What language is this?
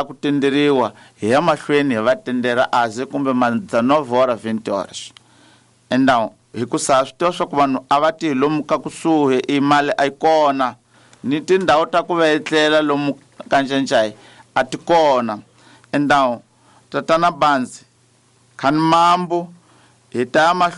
Tsonga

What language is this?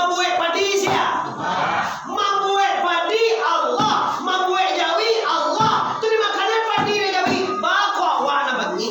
Minangkabau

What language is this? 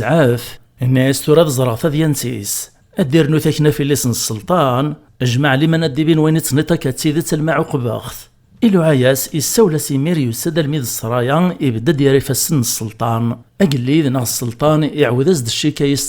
Kabyle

